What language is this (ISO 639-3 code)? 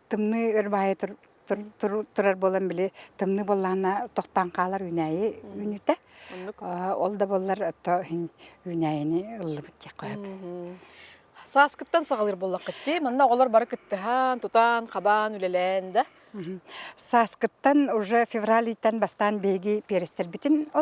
sah